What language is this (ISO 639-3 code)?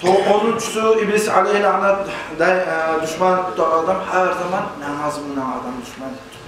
kum